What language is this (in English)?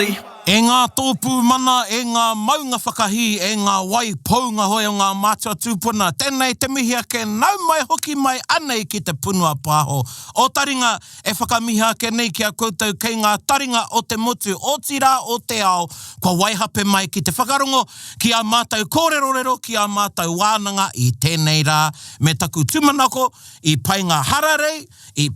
Māori